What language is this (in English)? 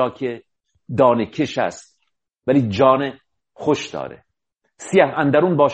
Persian